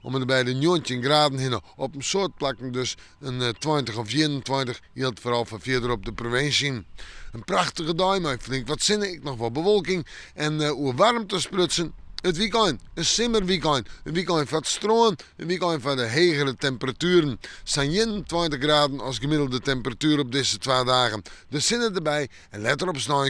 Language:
Western Frisian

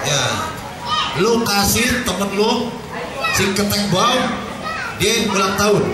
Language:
Betawi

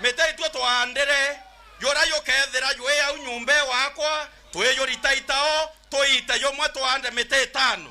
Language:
Meru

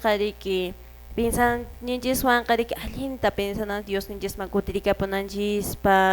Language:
Quechua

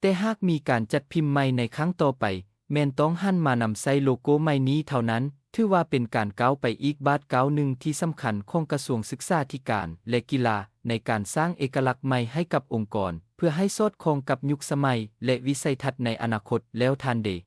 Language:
Lao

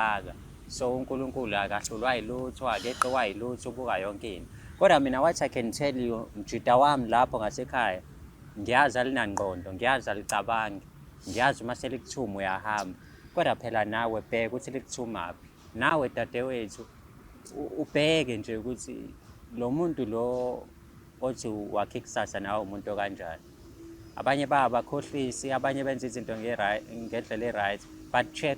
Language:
Zulu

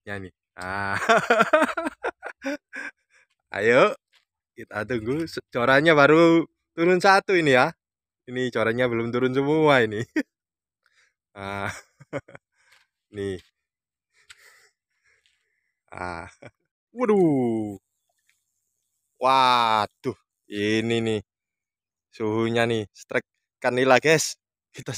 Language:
Indonesian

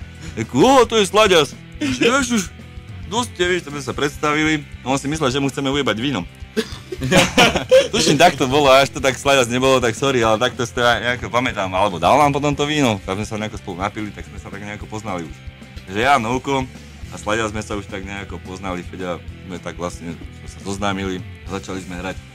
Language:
Slovak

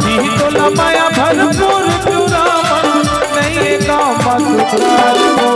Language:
Chhattisgarhi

